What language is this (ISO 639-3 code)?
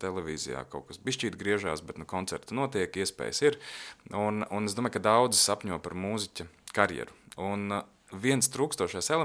lav